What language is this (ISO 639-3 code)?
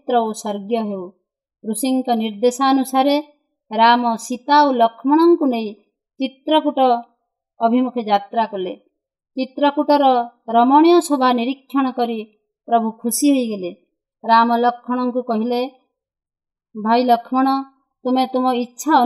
ori